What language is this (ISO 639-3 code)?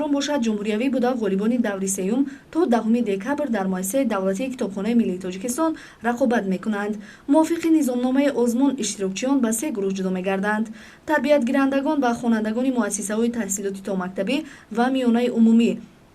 tgk